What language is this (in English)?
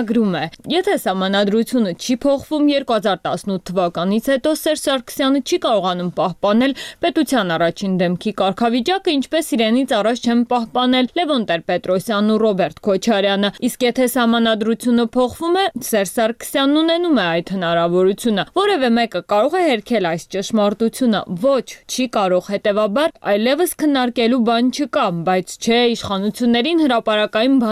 Armenian